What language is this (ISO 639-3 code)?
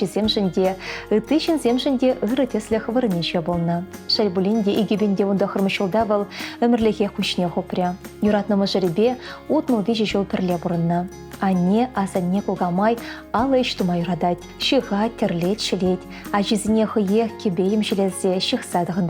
chv